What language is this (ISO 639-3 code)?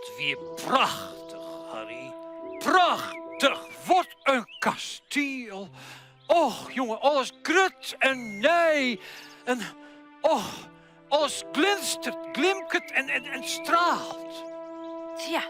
fry